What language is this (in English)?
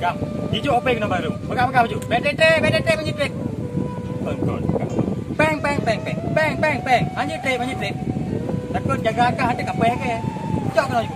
Achinese